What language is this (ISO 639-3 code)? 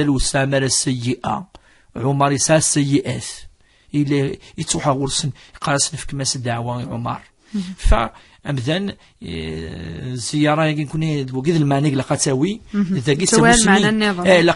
kab